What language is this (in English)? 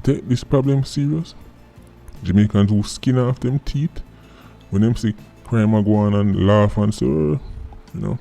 Jamaican Creole English